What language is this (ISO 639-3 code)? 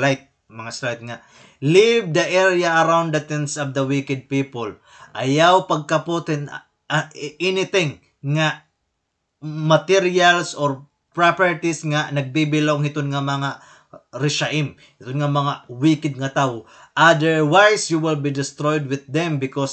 war